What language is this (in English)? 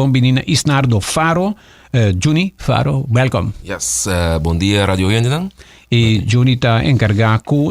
Papiamento